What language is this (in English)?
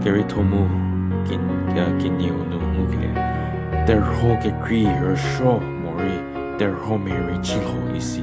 Angami Naga